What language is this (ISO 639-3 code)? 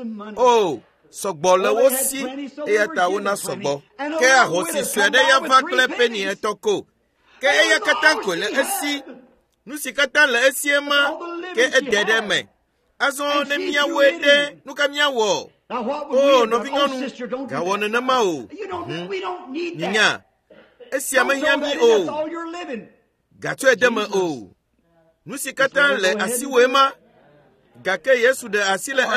ewe